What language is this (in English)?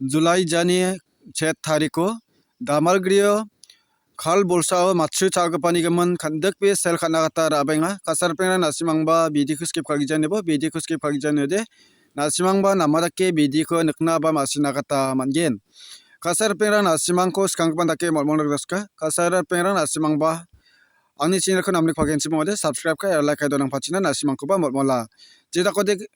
Garo